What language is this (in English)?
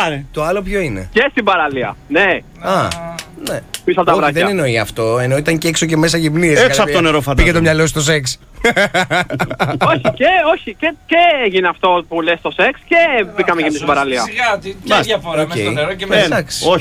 Greek